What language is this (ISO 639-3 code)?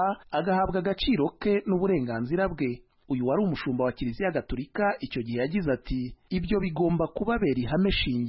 kin